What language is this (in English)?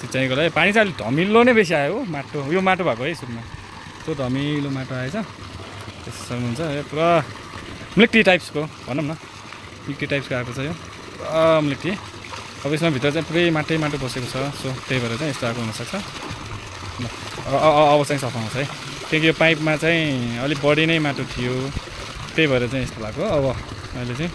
Nepali